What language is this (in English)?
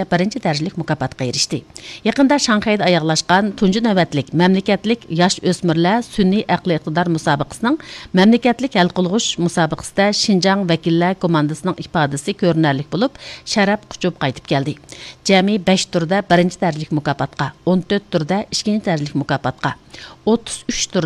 Uyghur